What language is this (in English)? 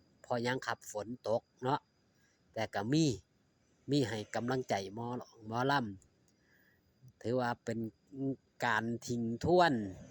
Northeastern Thai